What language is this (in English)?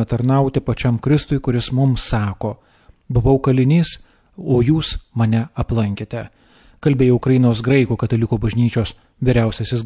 Lithuanian